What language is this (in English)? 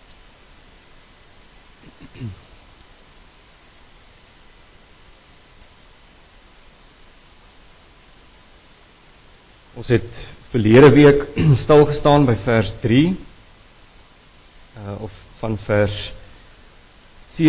Afrikaans